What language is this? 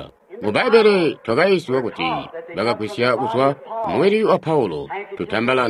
Tonga (Zambia)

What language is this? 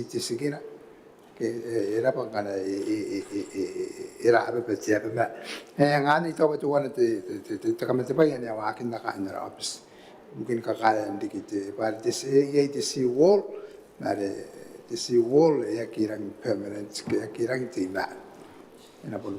Gilbertese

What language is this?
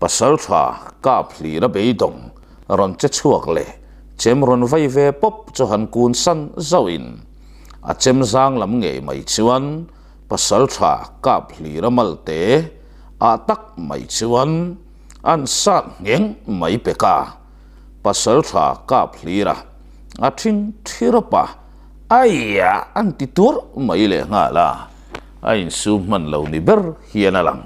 Mizo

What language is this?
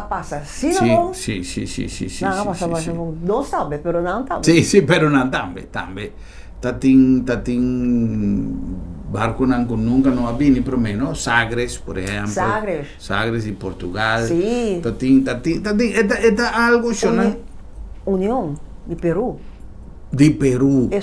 Papiamento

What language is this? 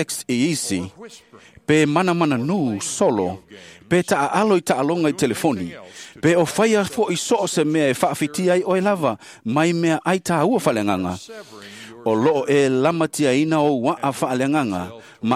Samoan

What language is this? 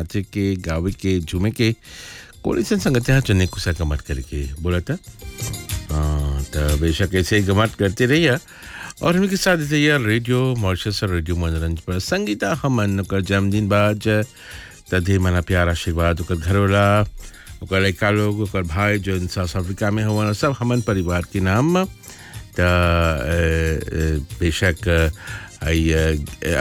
Bhojpuri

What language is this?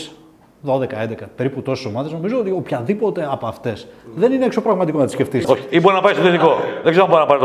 Greek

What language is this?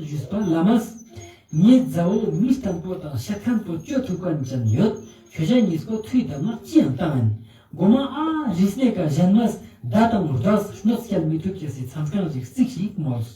Ladakhi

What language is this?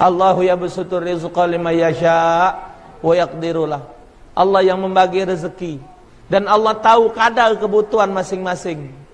Musi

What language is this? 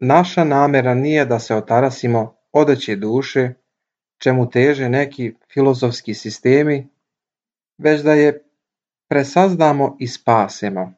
Serbian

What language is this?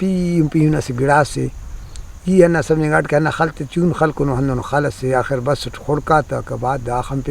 Brahui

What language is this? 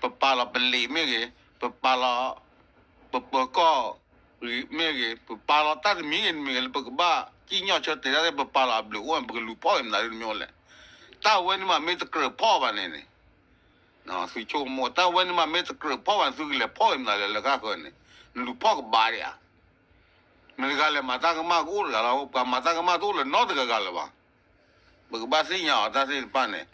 S'gaw Karen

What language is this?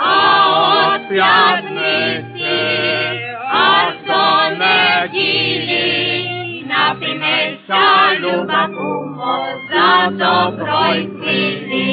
Rusyn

